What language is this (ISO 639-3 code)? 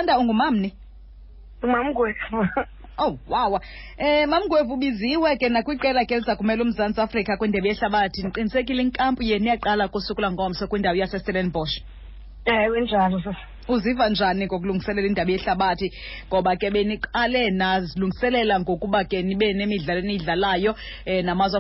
xho